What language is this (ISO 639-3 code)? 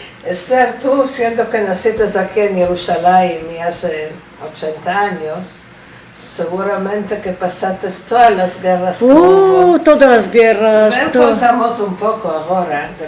lad